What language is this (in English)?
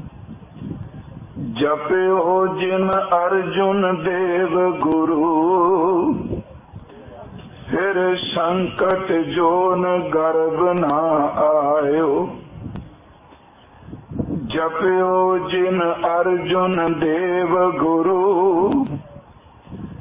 Punjabi